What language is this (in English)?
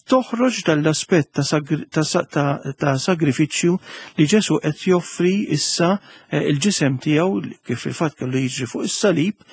Maltese